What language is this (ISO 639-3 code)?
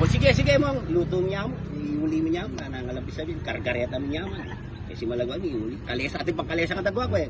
pam